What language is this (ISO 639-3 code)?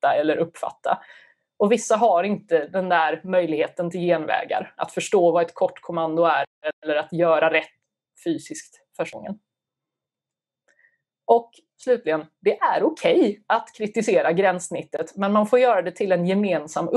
swe